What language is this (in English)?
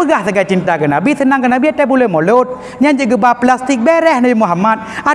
Achinese